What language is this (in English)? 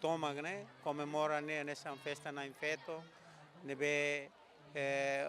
Tetum